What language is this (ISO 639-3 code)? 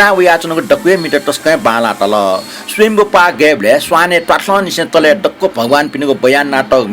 new